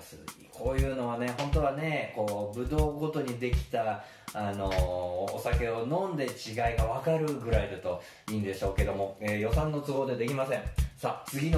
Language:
Japanese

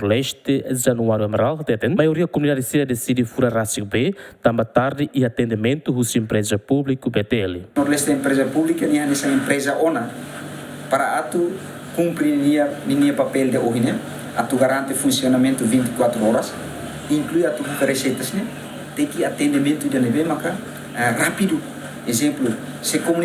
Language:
Tetum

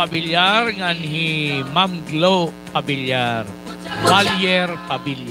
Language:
Waray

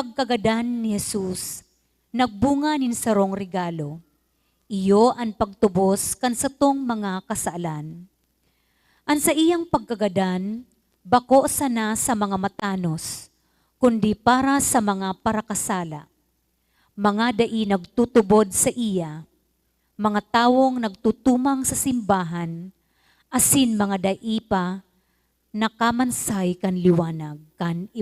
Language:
Bikol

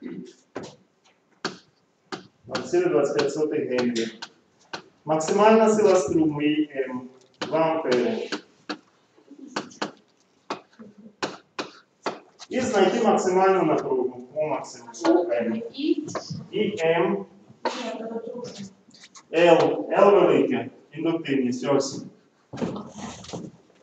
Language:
Ukrainian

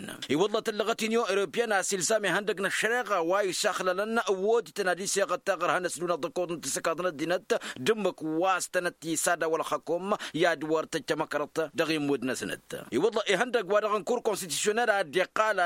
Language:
Tamasheq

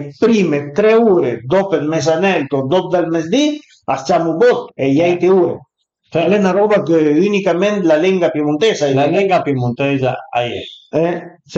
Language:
Piedmontese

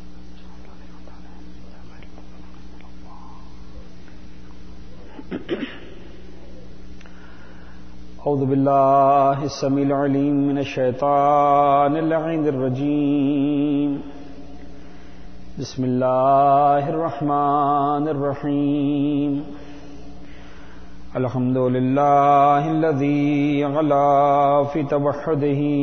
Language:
Urdu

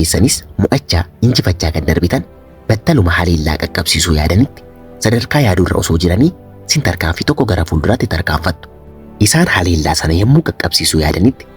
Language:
Oromo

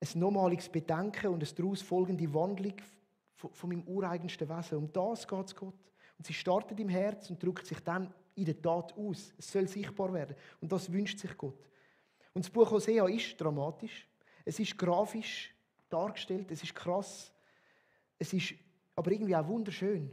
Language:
Swiss German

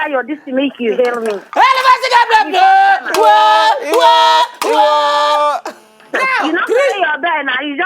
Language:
Nigerian Pidgin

